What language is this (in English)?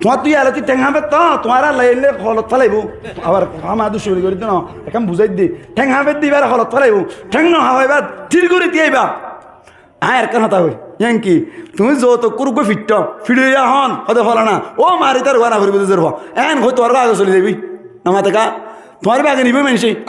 Rohingya